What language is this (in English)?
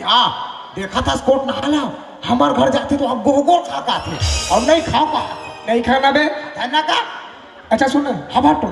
Chhattisgarhi